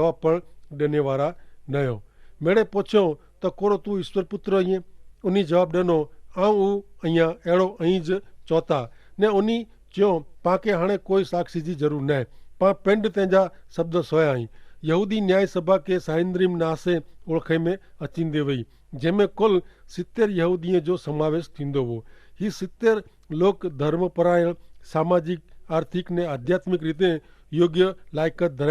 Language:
Kachhi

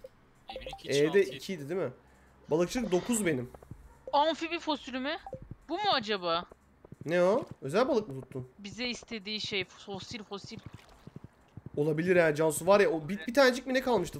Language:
Turkish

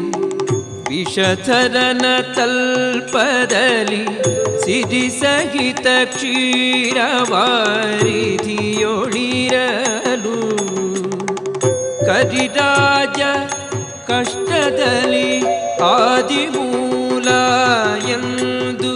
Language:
Kannada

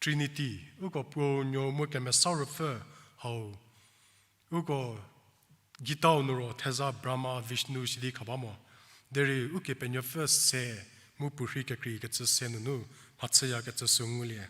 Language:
Angami Naga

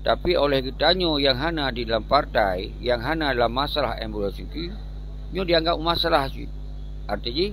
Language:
Achinese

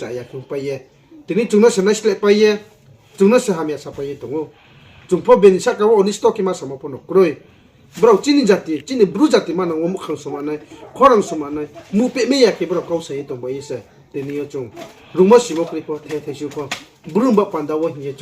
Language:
Riang (India)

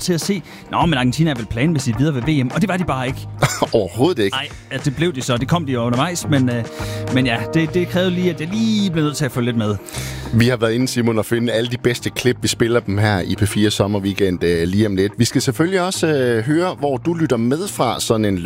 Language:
Danish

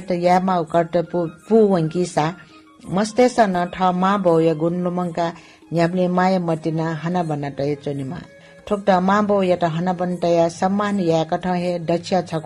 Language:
Newari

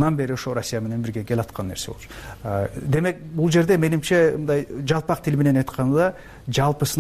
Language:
Kyrgyz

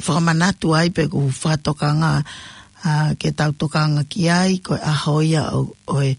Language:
Tongan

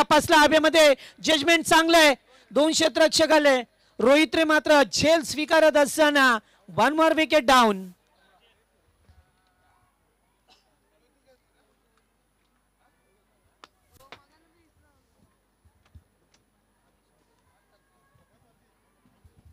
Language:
Marathi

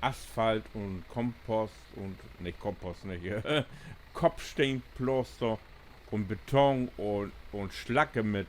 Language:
Low German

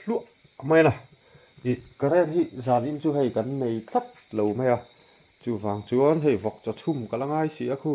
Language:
Mizo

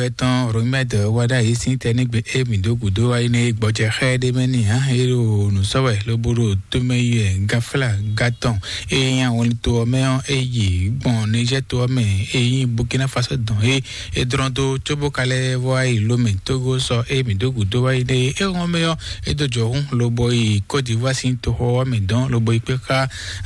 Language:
Fon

